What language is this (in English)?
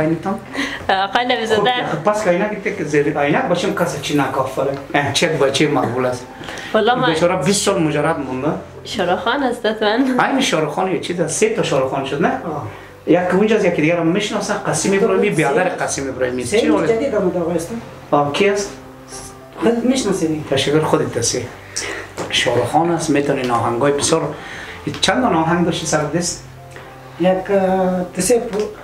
Persian